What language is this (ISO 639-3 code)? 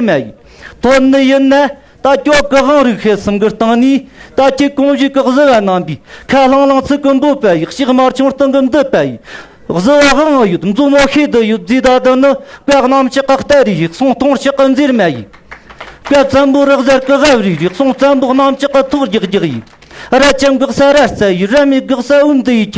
adx